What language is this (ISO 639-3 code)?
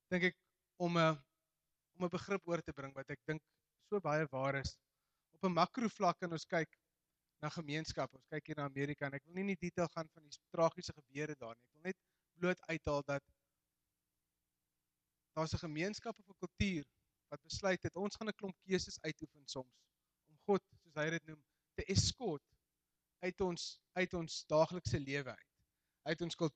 afr